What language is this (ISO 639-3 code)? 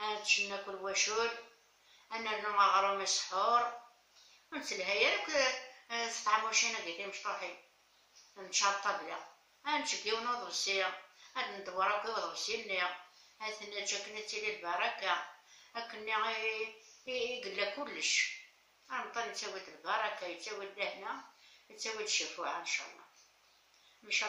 kab